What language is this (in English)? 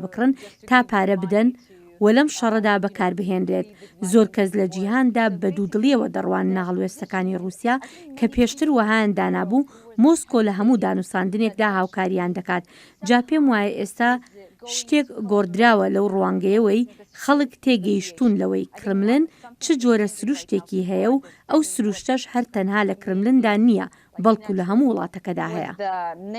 Central Kurdish